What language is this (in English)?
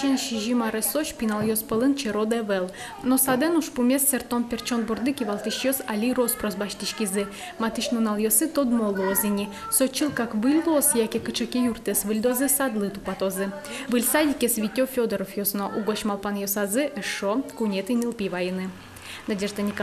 Udmurt